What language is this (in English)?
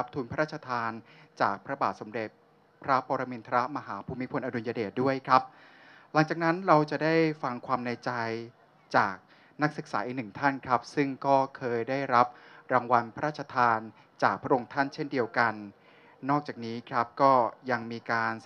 Thai